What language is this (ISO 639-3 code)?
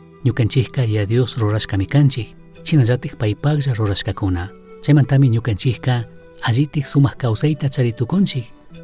qug